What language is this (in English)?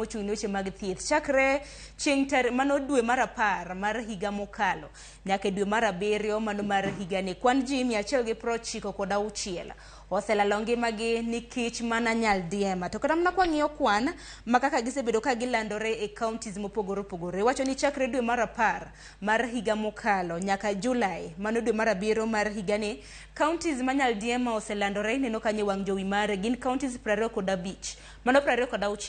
Luo (Kenya and Tanzania)